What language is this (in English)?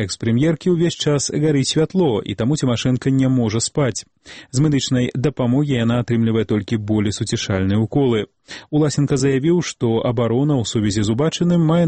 Belarusian